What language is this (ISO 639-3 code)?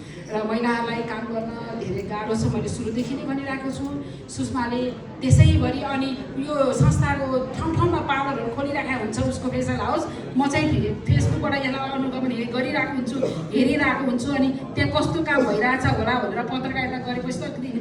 nep